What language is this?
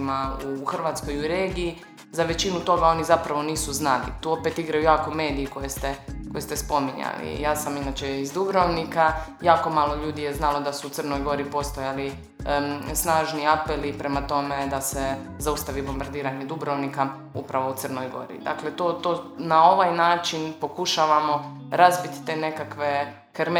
Croatian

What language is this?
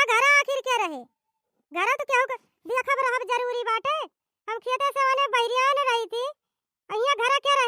Awadhi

